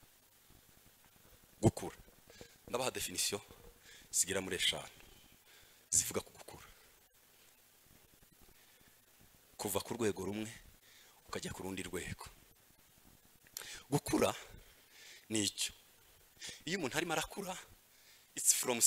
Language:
Kinyarwanda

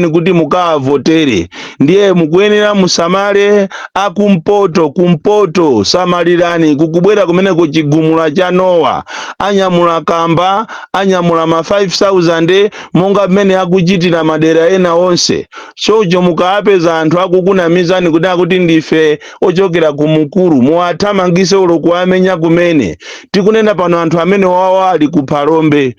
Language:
Nyanja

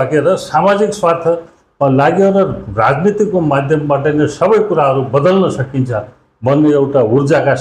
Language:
Nepali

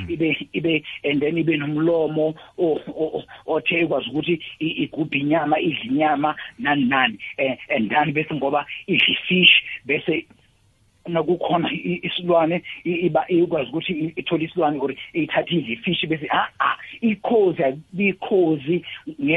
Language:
South Ndebele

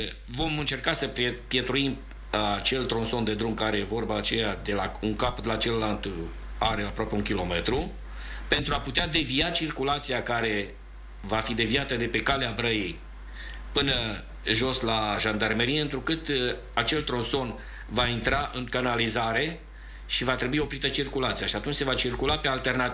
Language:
Romanian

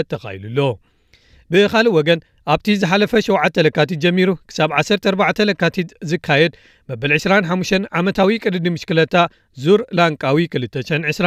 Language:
Tigrinya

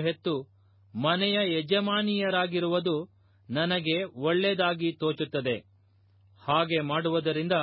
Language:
Kannada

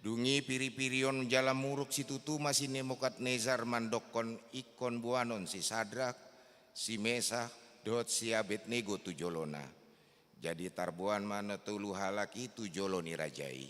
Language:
Batak Toba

